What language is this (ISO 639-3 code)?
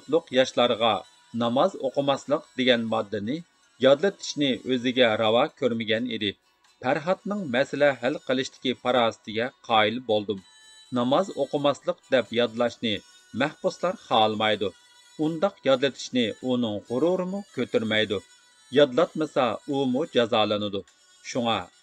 uig